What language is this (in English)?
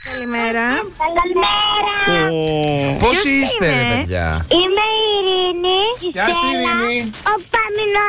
Greek